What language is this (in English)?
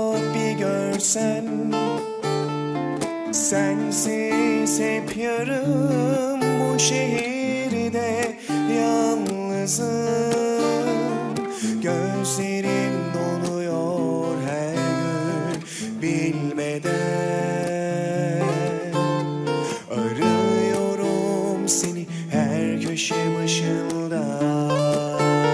Turkish